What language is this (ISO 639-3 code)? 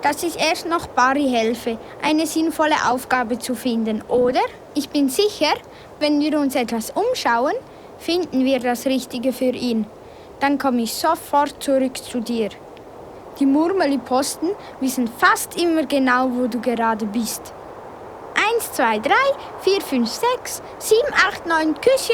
gsw